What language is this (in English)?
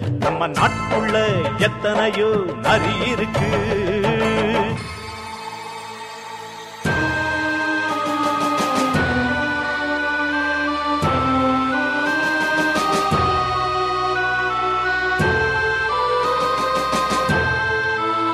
Tamil